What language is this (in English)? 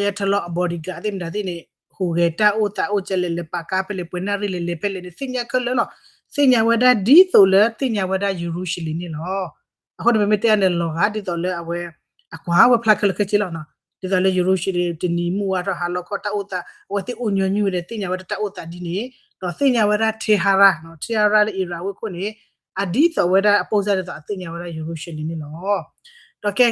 S'gaw Karen